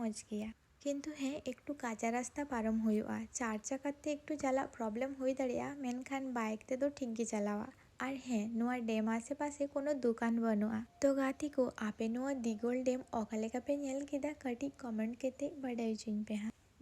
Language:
Santali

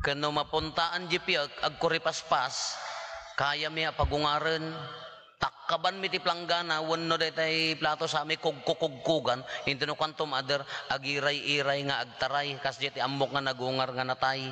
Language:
Iloko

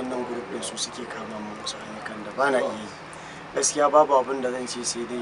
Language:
Hausa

